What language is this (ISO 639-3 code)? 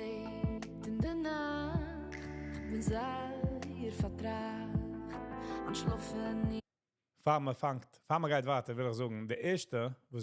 yid